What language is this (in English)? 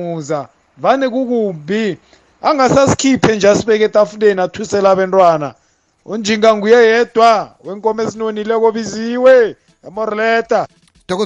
South Ndebele